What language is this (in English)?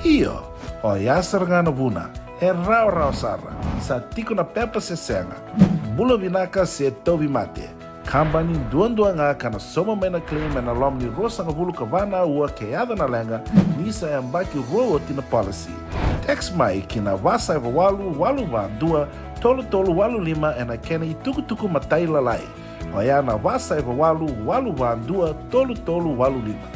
Fijian